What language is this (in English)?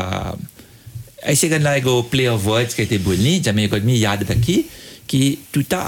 Bhojpuri